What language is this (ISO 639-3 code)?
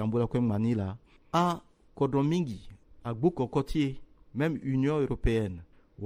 sag